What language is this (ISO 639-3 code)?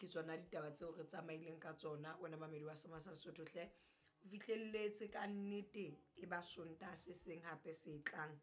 sot